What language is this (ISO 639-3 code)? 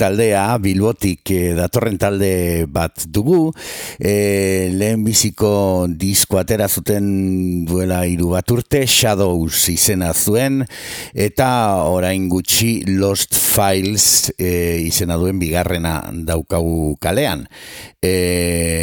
eus